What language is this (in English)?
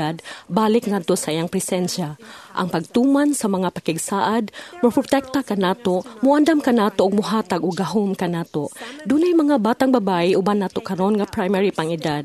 Cebuano